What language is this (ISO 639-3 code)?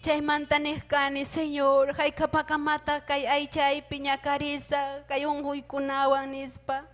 quy